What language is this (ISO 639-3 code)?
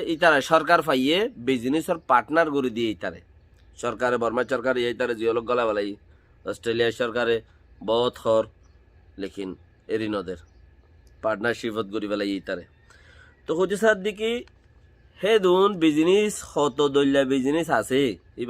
rhg